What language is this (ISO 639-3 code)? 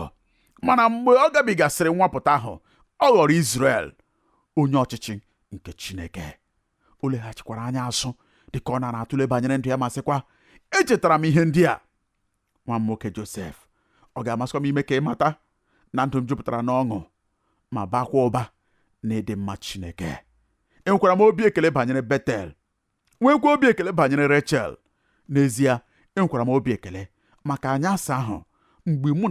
ibo